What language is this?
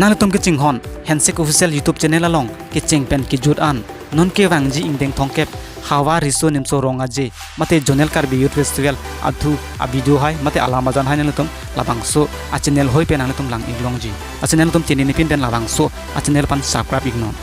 Karbi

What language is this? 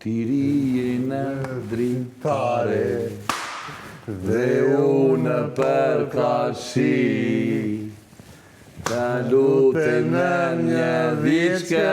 Albanian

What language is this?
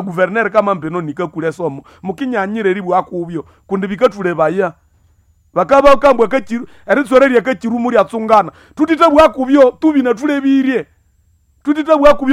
Nande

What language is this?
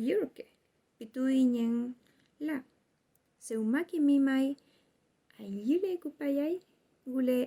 Mapuche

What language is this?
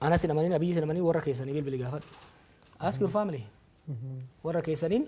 Oromo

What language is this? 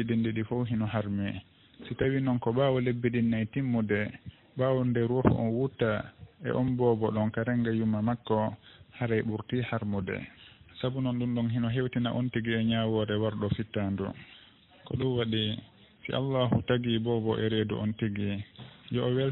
Fula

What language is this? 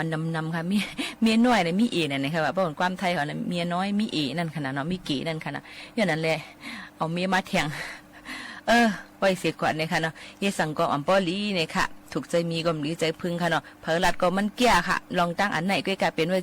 Shan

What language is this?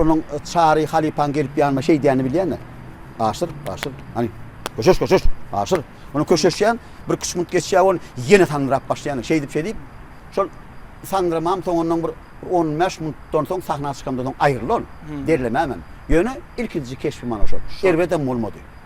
Turkmen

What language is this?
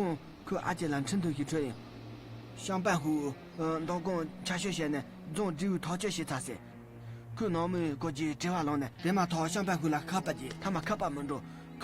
Tibetan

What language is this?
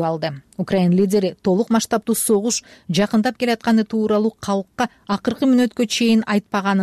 Kyrgyz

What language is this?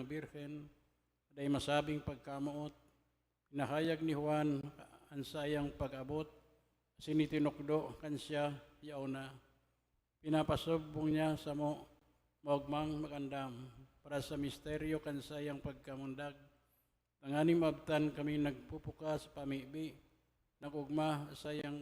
Bikol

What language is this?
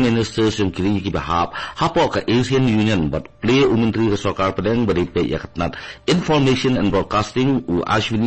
Khasi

